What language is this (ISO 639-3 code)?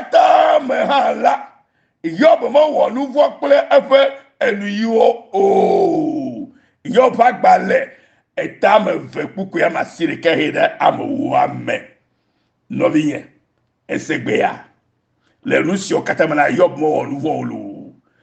ewe